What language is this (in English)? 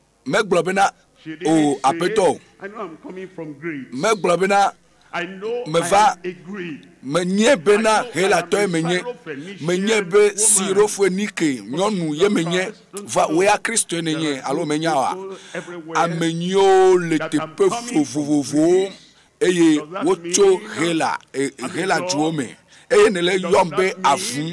Ewe